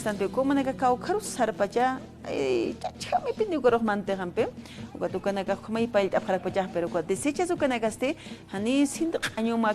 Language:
Aymara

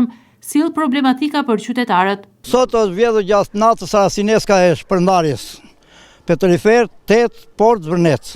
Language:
Albanian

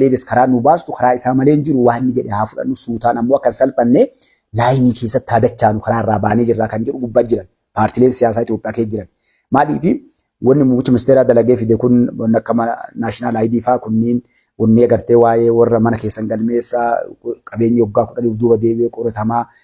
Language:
Oromo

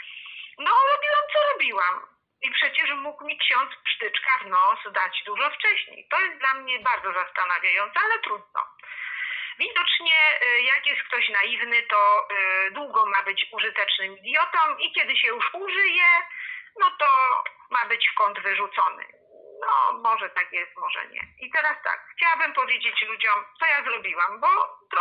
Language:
Polish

